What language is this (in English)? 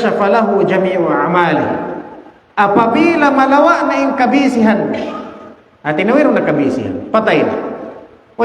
Tausug